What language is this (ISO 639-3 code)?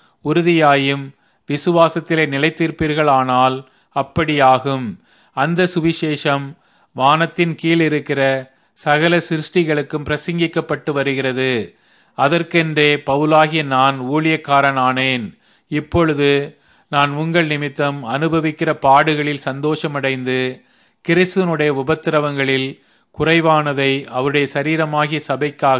tam